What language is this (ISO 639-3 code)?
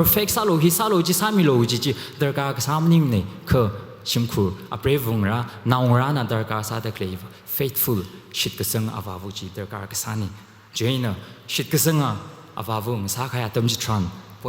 nmf